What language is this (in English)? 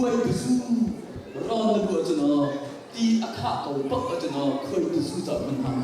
Hakha Chin